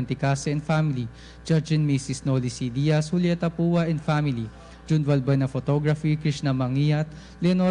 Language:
Filipino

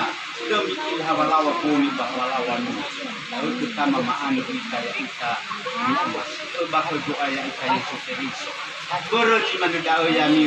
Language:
Nias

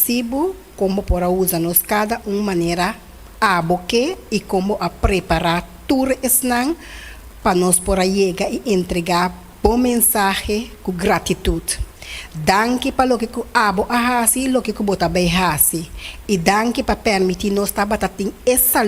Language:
Papiamento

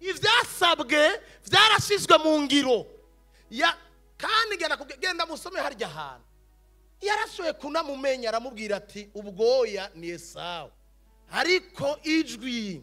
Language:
Rundi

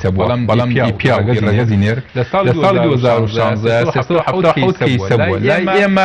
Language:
Central Kurdish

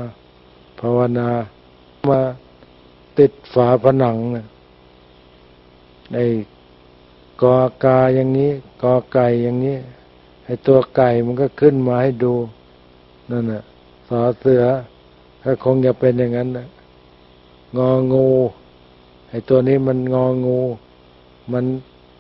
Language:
Thai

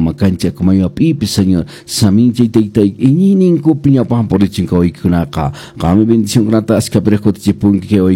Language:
Quechua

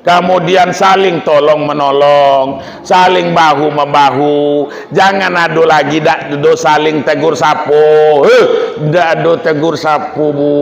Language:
Minangkabau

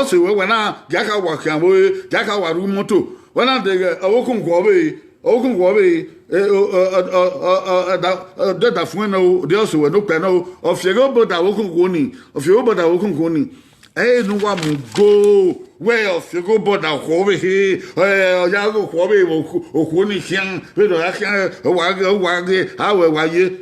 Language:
Bini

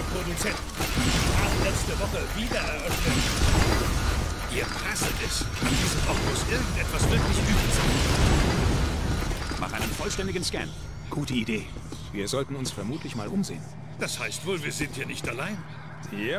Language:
German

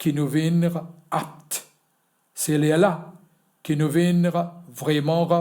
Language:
Morisyen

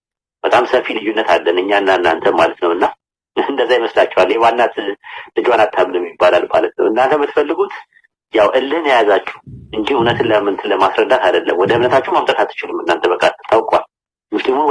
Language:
Amharic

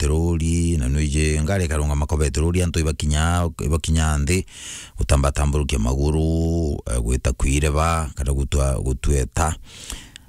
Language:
Meru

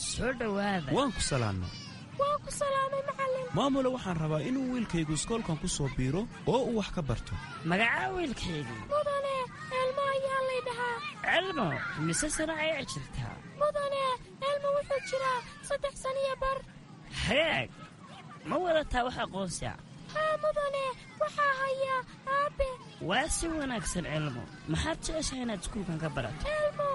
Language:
Somali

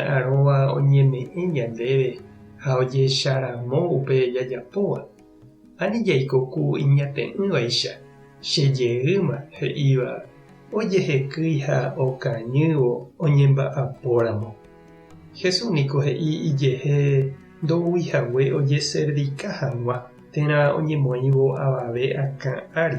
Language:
Guarani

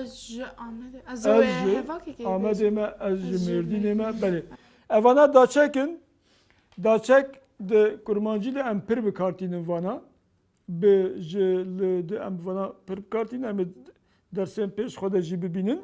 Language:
Kurdish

